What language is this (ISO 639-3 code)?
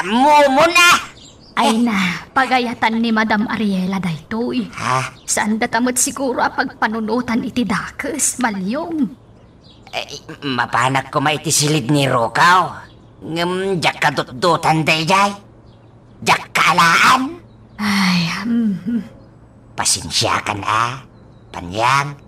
ilo